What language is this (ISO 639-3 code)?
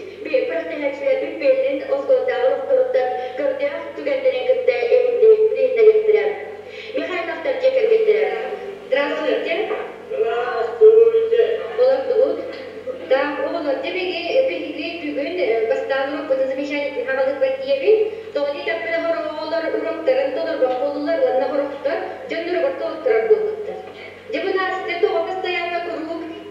sah